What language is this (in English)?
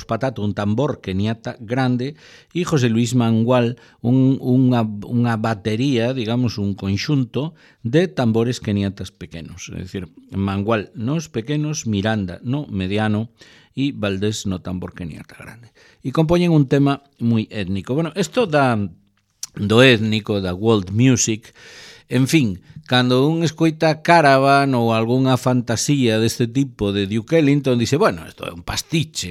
Galician